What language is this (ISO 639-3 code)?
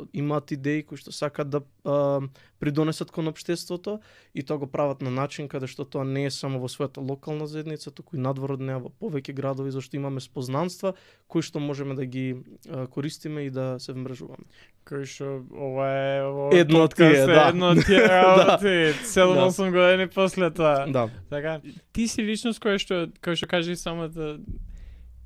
mkd